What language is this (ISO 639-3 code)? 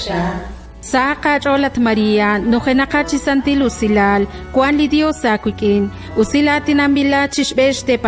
kek